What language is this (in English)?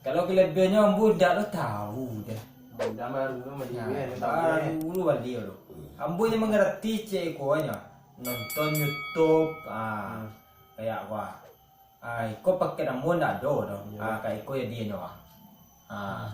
Minangkabau